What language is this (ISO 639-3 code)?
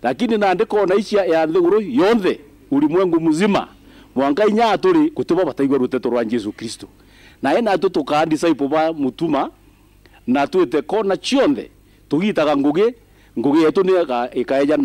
mer